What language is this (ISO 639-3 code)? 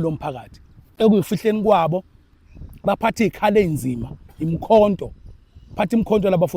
zul